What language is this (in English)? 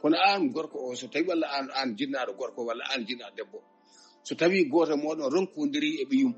Fula